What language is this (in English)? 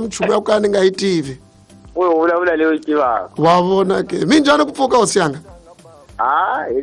Tsonga